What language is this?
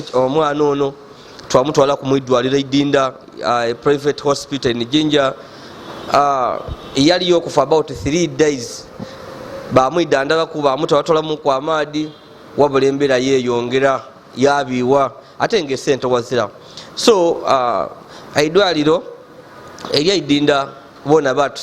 Ganda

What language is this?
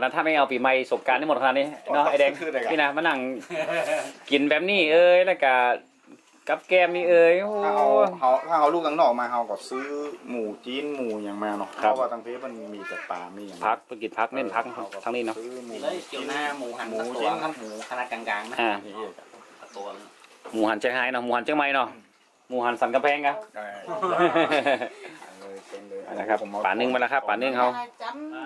Thai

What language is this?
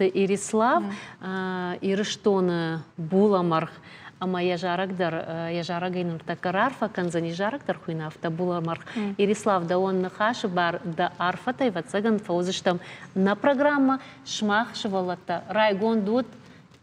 Ossetic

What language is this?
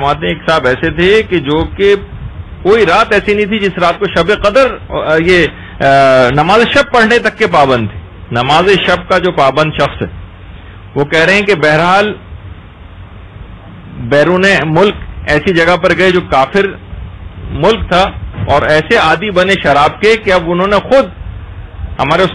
Urdu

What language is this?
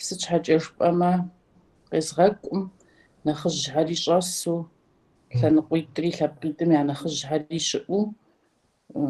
Kabardian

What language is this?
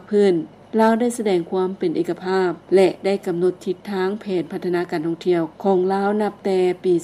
Lao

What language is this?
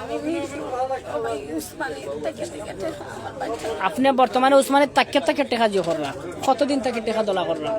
Sylheti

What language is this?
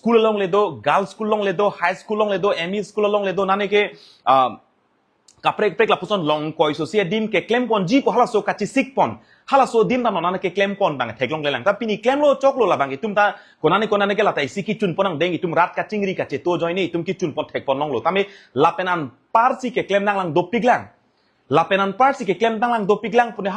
Karbi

